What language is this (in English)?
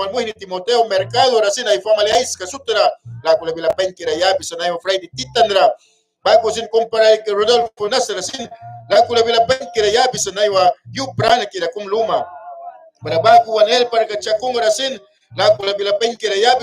Mískito